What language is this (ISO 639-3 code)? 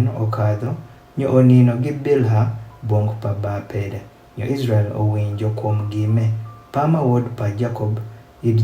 adh